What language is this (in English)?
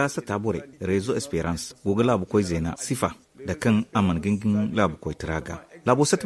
Zarma